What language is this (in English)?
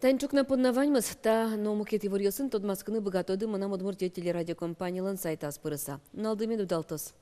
Udmurt